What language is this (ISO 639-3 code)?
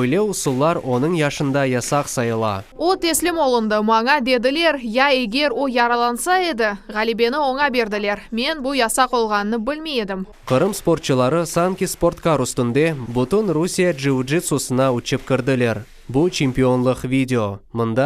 crh